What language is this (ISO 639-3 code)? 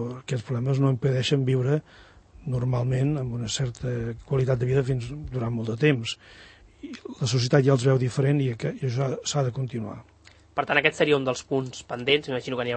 cat